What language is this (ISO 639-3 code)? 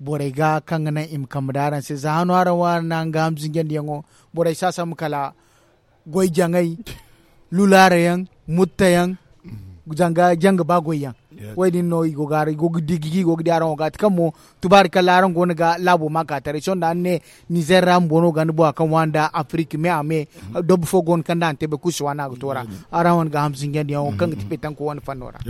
dje